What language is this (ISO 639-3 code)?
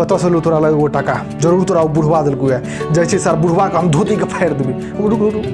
mai